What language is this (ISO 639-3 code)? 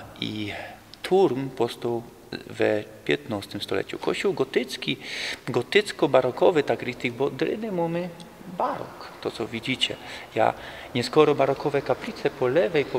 szl